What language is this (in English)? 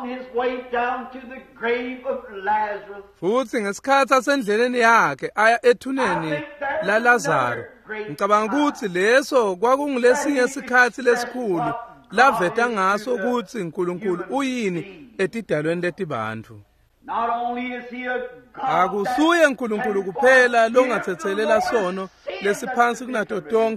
Swati